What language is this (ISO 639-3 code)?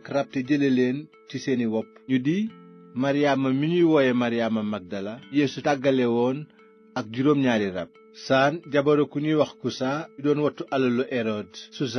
wol